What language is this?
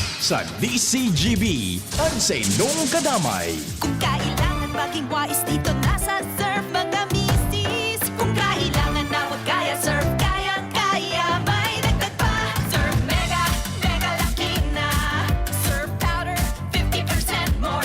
Bikol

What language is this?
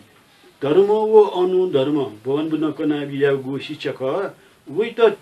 Newari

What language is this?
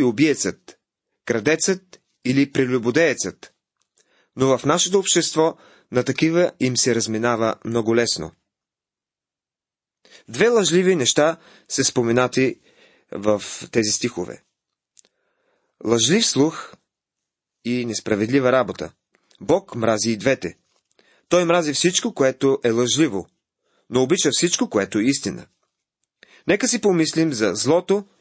Bulgarian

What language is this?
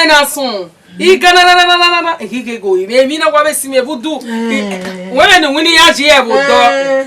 Bini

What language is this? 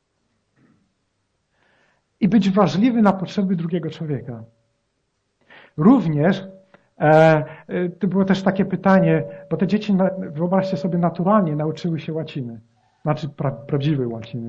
Polish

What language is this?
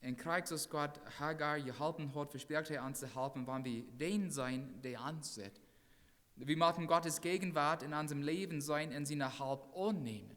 Plautdietsch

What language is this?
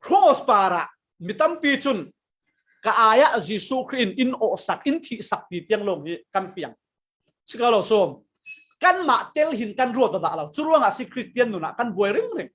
Falam Chin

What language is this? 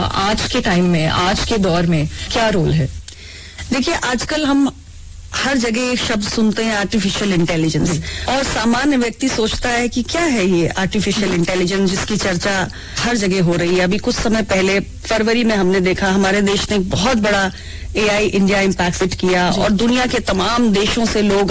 Hindi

